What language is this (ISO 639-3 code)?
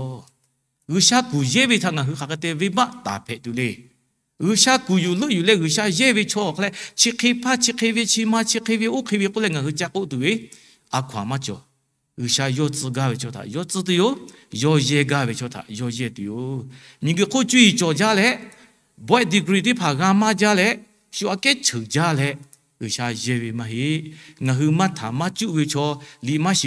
lhu